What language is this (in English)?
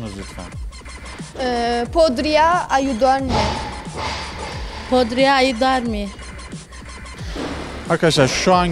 Turkish